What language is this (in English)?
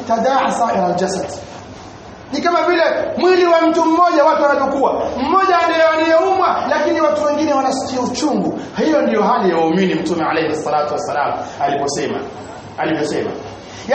Swahili